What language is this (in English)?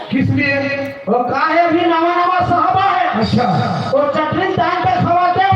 Chhattisgarhi